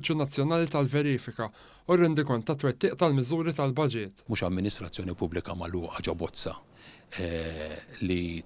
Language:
Maltese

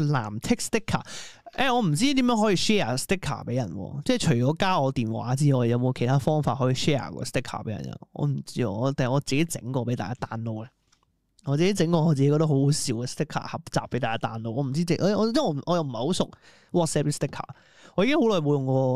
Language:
Cantonese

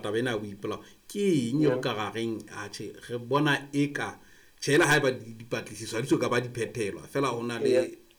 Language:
Southern Sotho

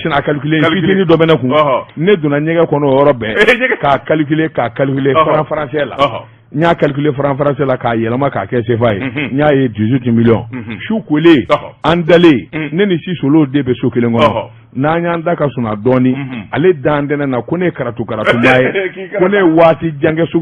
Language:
Bambara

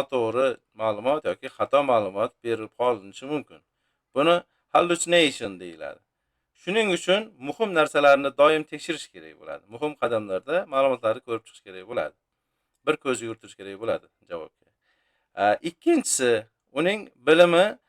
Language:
Uzbek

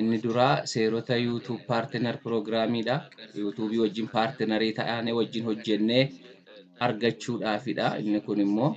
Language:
Oromo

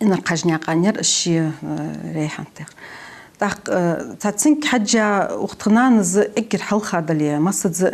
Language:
Ingush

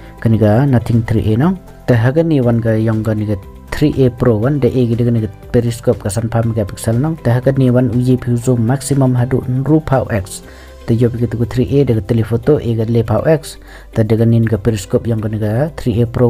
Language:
Khasi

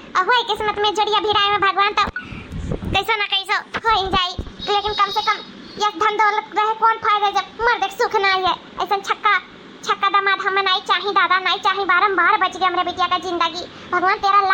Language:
Awadhi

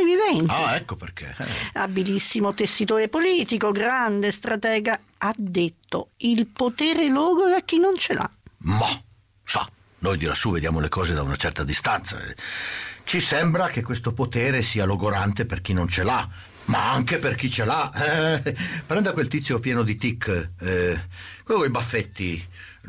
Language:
Italian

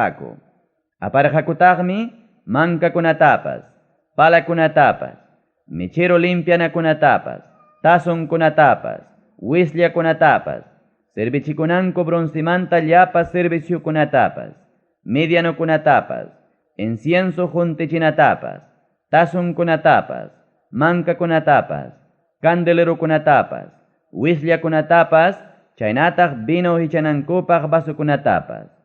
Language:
Ayacucho Quechua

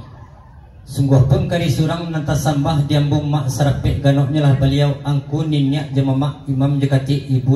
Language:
Minangkabau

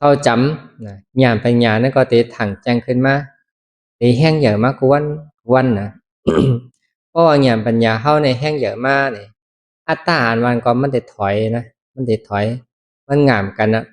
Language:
Shan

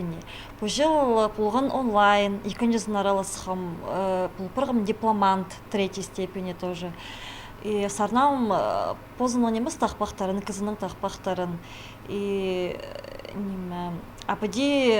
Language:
Khakas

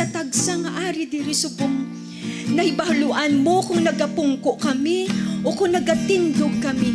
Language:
Hiligaynon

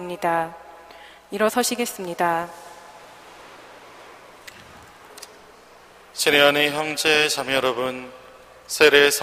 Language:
Korean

